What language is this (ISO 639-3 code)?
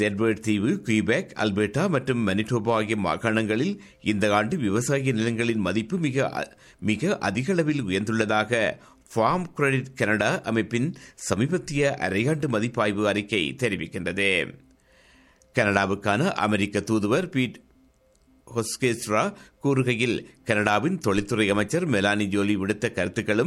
tam